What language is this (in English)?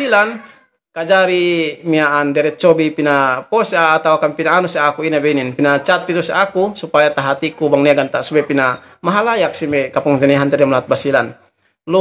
Yakan